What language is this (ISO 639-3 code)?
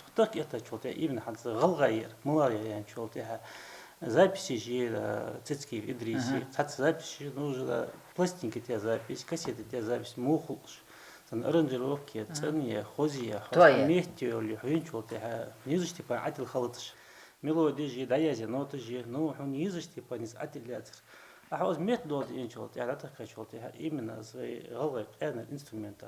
inh